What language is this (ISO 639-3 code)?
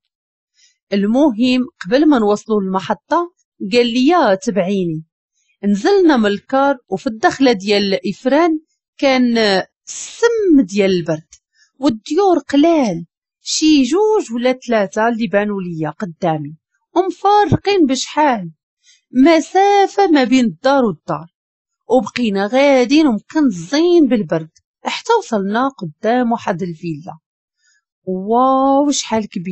ary